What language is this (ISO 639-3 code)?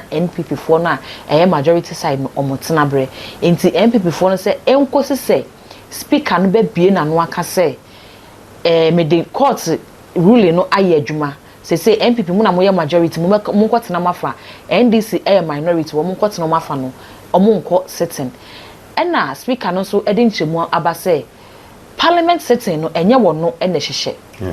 aka